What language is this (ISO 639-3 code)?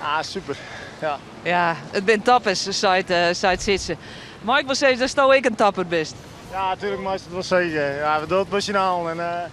fry